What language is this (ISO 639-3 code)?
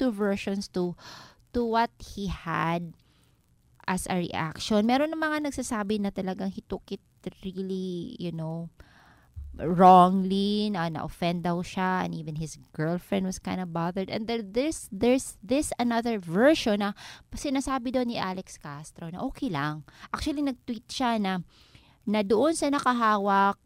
fil